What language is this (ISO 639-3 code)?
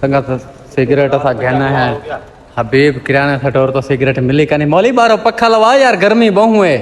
skr